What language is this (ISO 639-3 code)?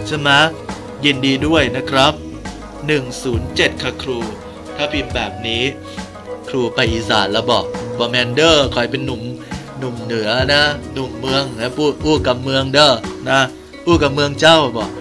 tha